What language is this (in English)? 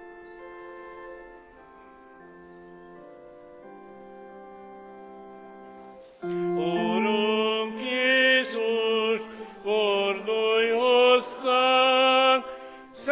Hungarian